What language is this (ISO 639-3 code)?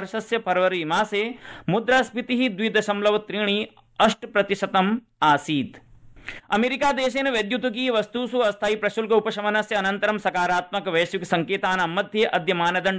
san